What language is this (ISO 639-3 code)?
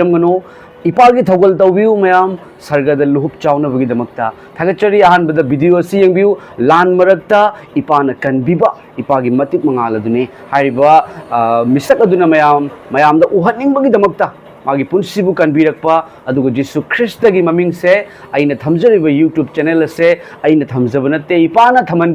mni